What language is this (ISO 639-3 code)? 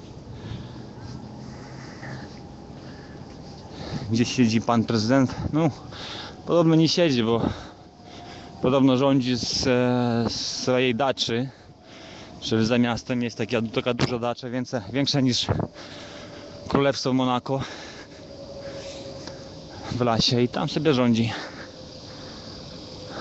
pol